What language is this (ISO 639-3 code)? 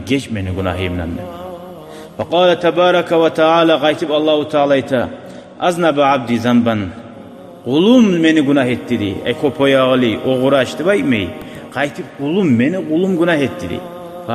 kum